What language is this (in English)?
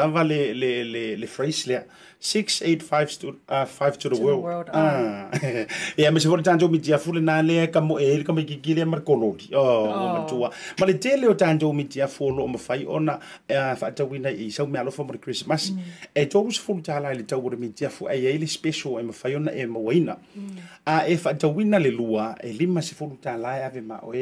Samoan